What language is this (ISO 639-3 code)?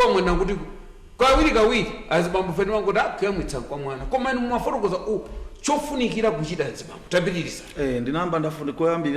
nya